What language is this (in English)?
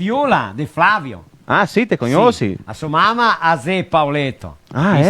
Venetian